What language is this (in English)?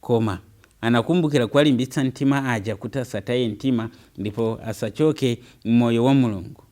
Nyanja